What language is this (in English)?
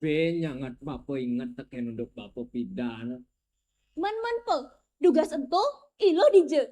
Balinese